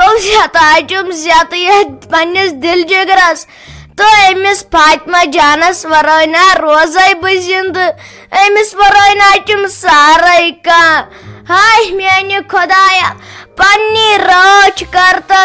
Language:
Kashmiri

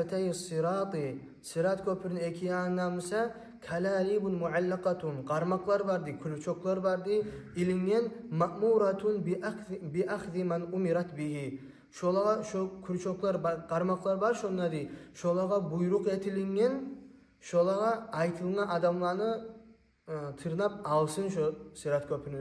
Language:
Kumyk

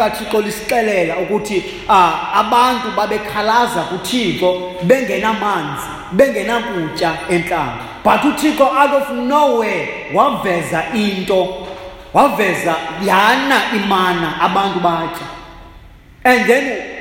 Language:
Xhosa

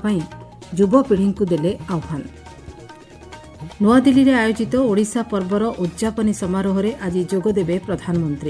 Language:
Odia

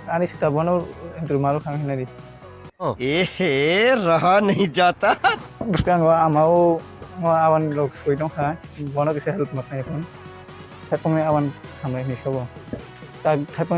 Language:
Kok Borok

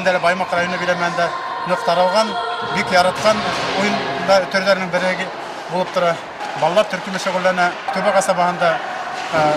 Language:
Bashkir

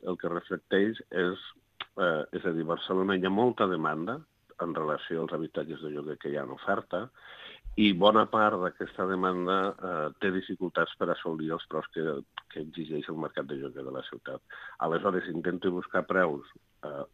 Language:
Catalan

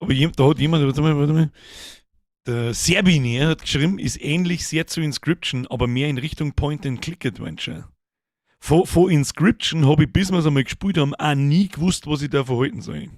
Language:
Bavarian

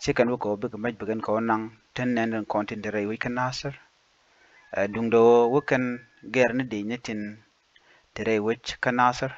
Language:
Nuer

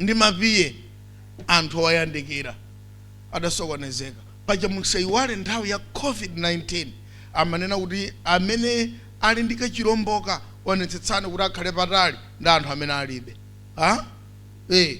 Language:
Nyanja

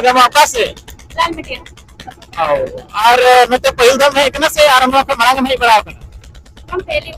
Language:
Santali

